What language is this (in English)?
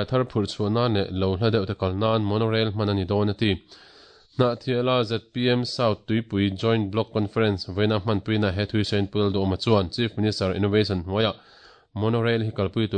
Mizo